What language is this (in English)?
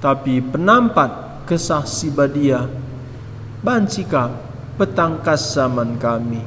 Batak Karo